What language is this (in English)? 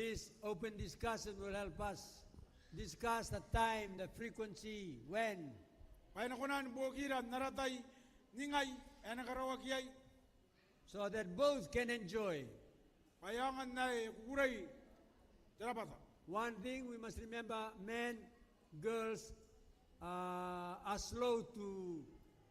Gilbertese